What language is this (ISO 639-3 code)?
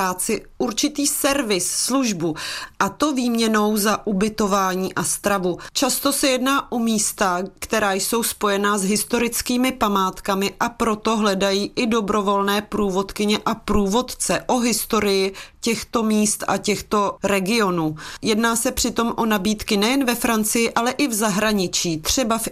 ces